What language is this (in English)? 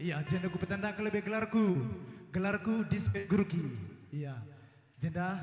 Batak Karo